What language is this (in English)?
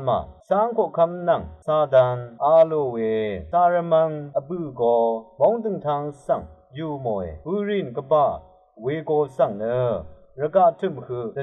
Rawang